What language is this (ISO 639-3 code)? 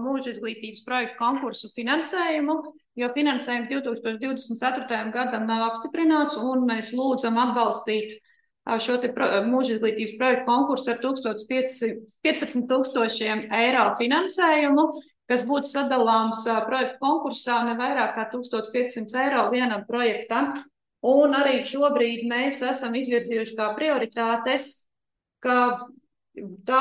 lav